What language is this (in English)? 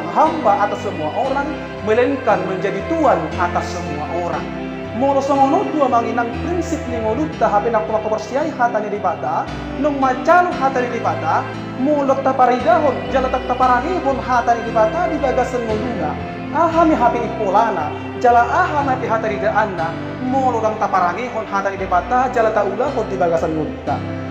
Batak Toba